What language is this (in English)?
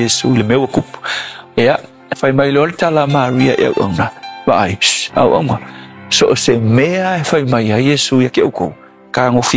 Samoan